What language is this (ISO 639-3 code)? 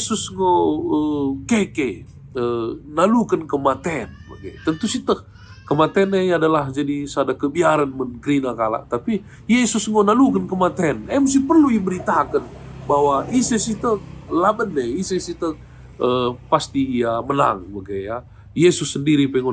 btx